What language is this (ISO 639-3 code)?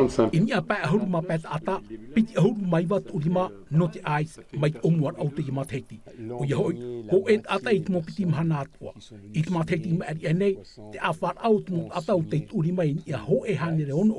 tah